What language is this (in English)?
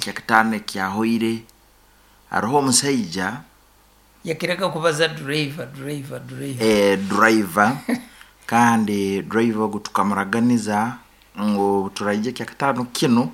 Nyankole